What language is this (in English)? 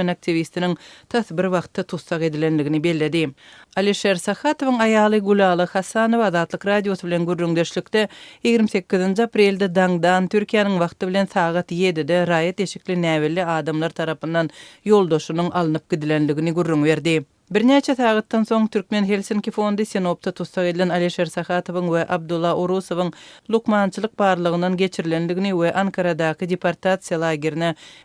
Turkmen